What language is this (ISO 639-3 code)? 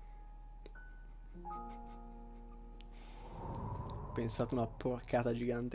ita